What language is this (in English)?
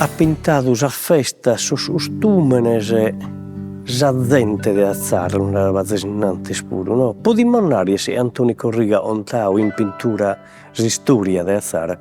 Sardinian